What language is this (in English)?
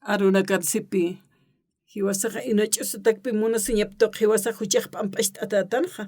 Aymara